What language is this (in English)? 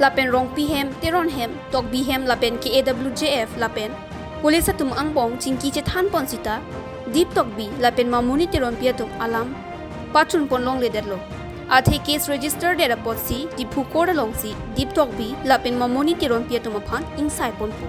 Karbi